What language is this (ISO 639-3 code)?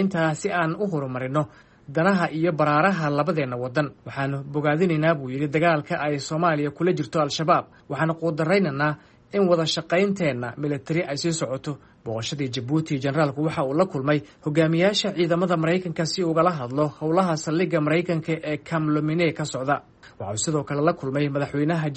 som